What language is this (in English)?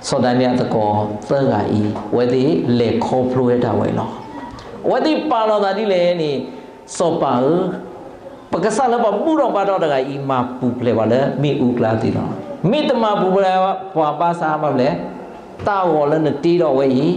S'gaw Karen